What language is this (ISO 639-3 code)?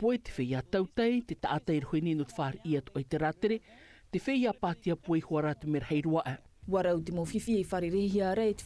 tah